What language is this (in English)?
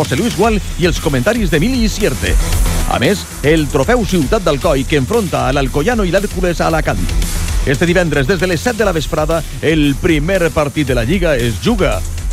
Catalan